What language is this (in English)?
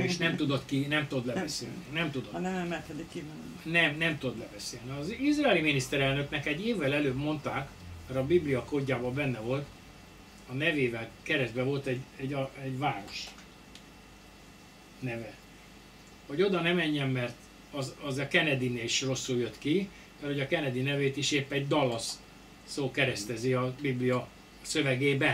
Hungarian